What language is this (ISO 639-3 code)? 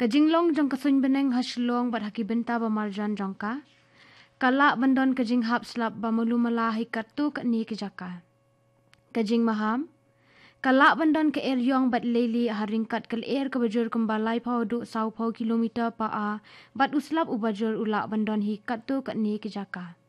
kha